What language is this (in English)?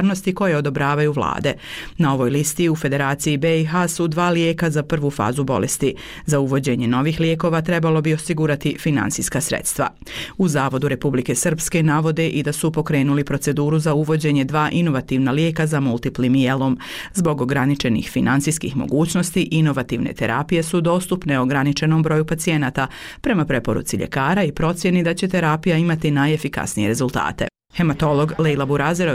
Bosnian